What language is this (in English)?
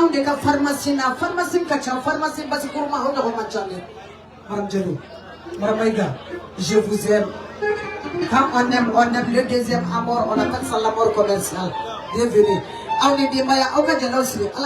Bambara